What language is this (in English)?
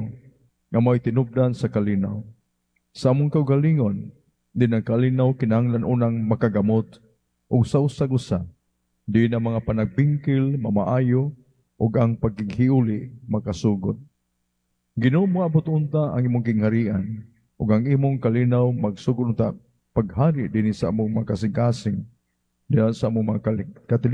Cebuano